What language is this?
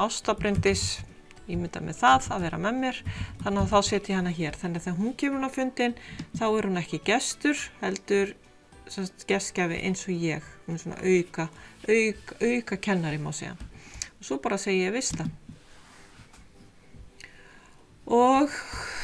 Icelandic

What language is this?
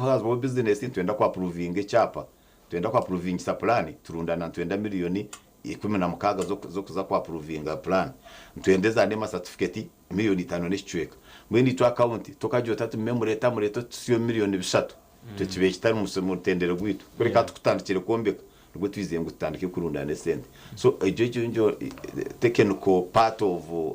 Nyankole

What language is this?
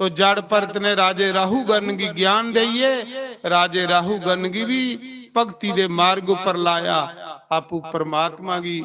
Dogri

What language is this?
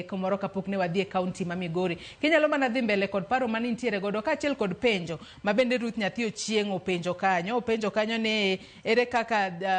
Luo (Kenya and Tanzania)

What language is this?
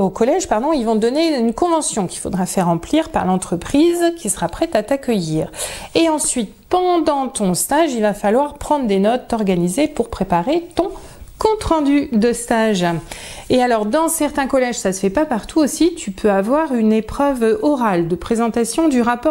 French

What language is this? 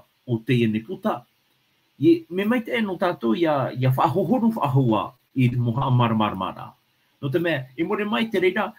Tahitian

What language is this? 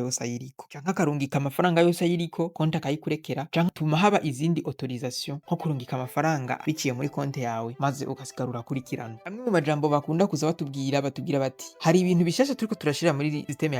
Rundi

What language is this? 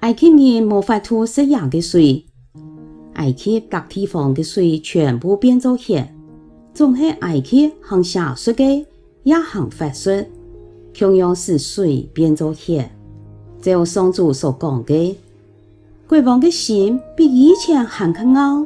Hakka Chinese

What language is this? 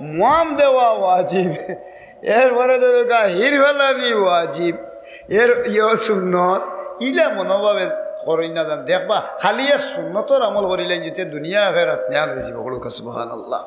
Sylheti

